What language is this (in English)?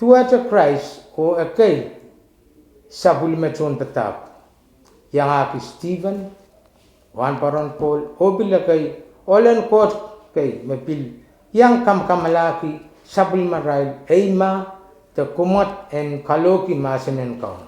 Pohnpeian